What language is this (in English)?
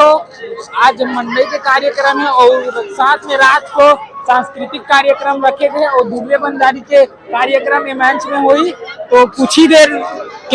Chhattisgarhi